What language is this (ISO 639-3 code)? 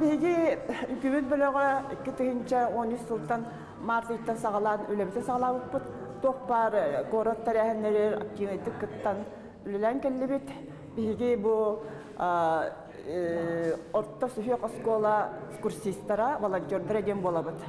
sah